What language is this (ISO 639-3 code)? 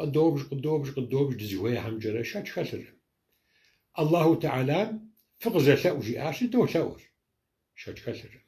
kbd